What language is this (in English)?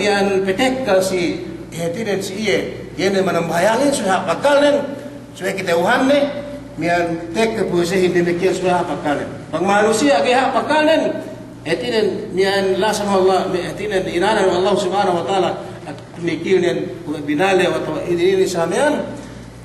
Yakan